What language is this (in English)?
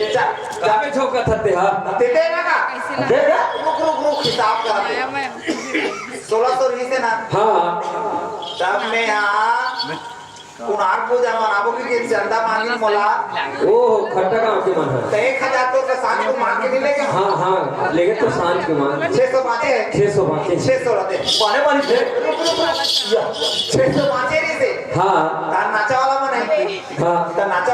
Chhattisgarhi